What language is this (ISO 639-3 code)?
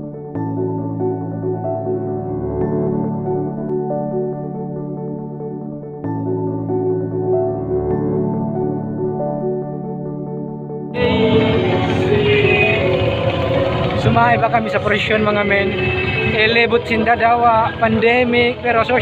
bik